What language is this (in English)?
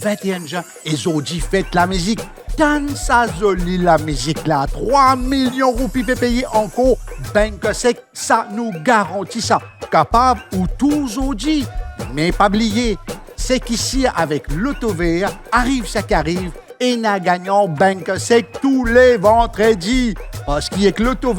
Morisyen